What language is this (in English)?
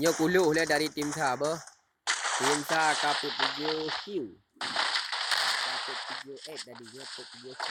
Achinese